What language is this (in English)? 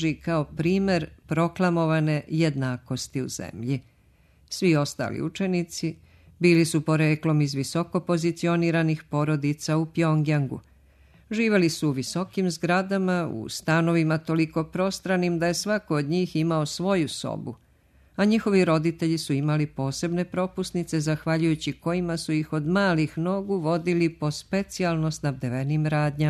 Serbian